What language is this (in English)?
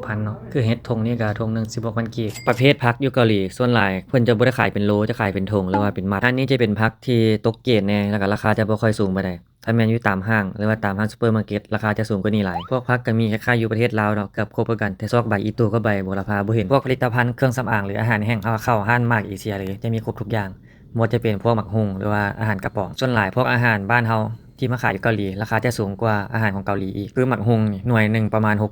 Lao